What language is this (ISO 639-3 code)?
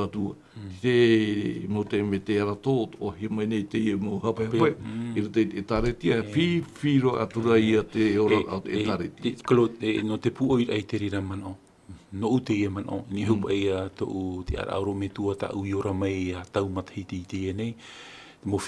tah